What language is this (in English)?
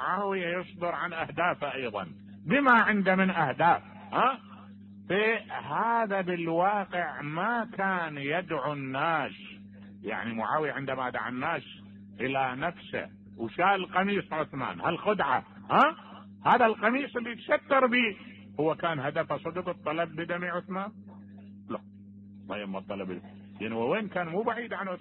Mesopotamian Arabic